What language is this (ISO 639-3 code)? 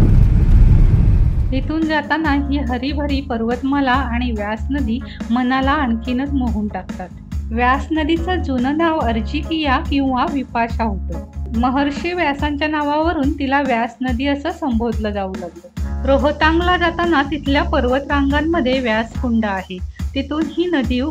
mar